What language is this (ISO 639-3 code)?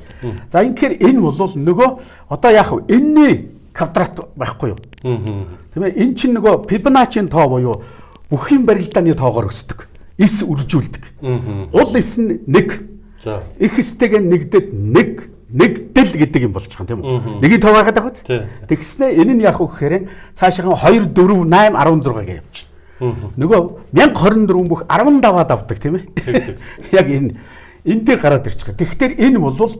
mon